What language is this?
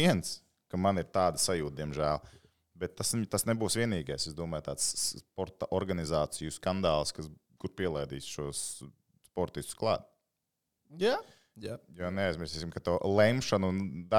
Latvian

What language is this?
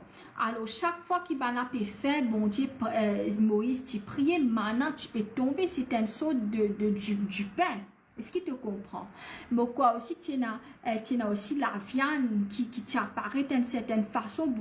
Morisyen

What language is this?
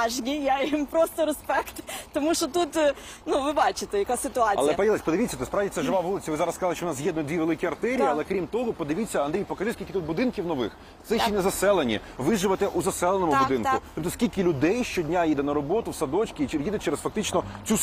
Ukrainian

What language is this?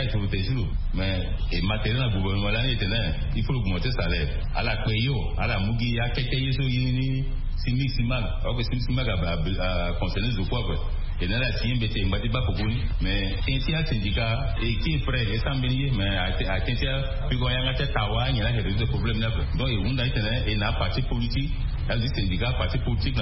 Sango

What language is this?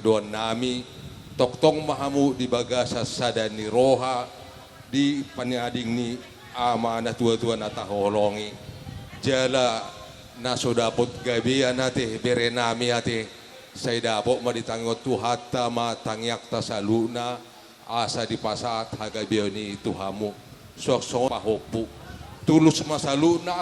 Batak Toba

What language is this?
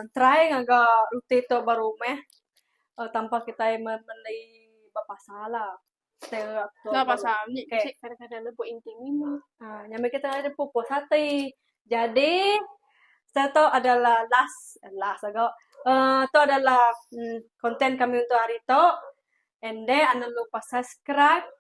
Iban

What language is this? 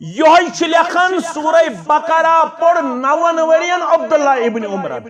Kashmiri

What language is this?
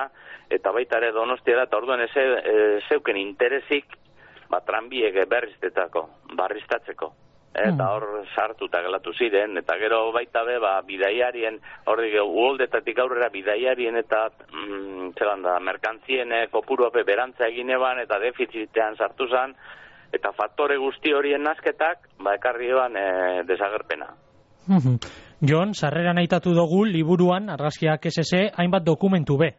Basque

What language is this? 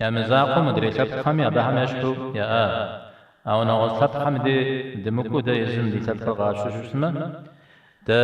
Kabardian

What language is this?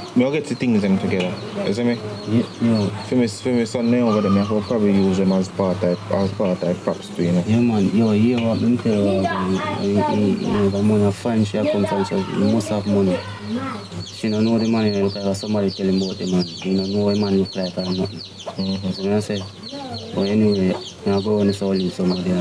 Jamaican Creole English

